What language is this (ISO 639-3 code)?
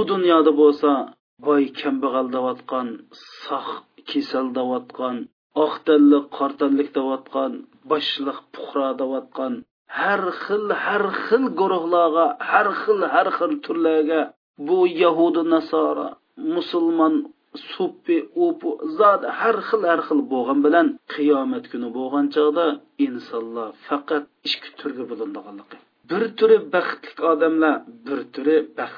uig